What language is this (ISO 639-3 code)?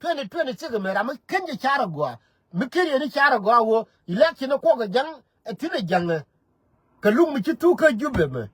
nus